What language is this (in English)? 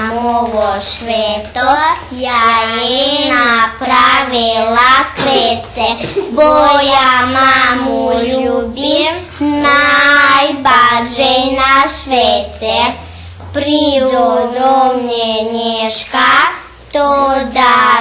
Rusyn